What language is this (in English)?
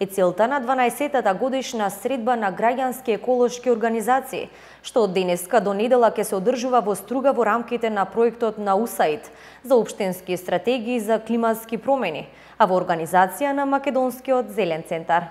Macedonian